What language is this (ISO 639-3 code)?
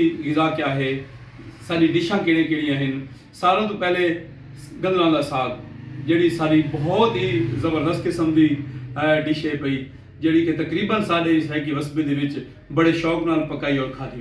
skr